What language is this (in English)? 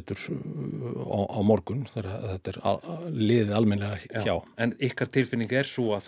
Icelandic